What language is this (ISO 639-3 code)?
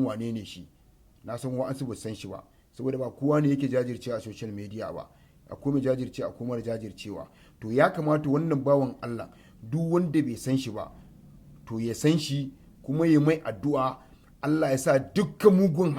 hau